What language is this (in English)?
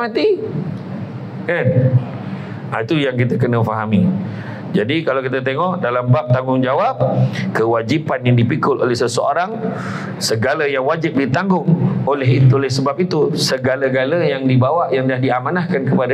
Malay